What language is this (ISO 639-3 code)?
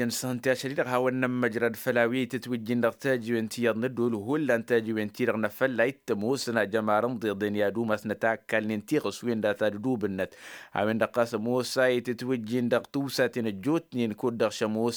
taq